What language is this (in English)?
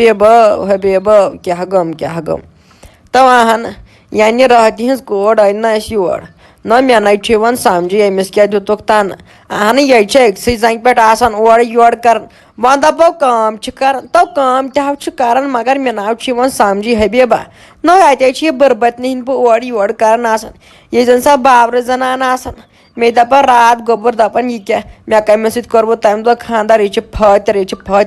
Kashmiri